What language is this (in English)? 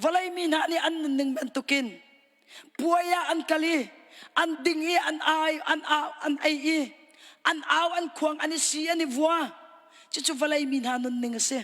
Hakha Chin